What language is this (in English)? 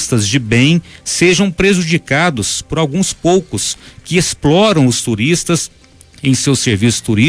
Portuguese